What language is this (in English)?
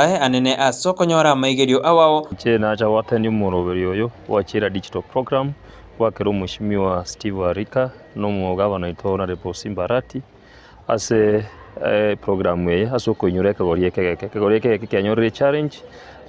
Gusii